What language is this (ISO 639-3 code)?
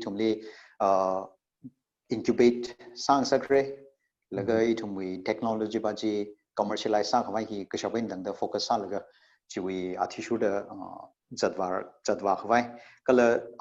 nmf